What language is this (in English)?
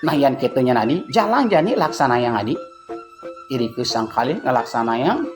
Balinese